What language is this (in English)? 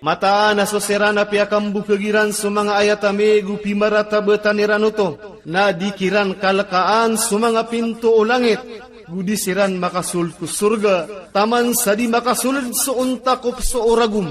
Maranao